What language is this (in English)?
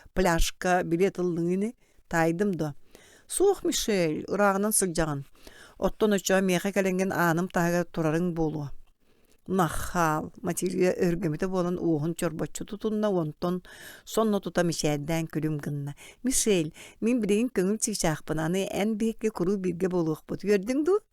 Yakut